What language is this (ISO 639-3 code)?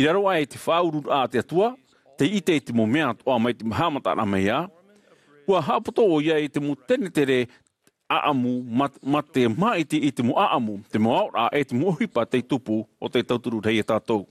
tah